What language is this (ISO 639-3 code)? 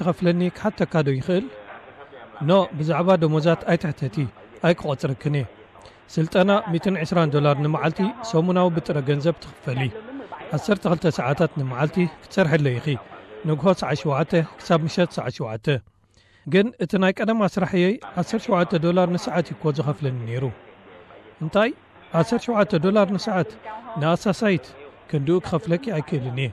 tir